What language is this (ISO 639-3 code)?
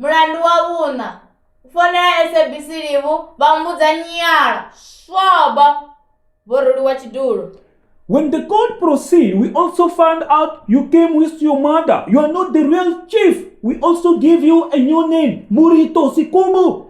ven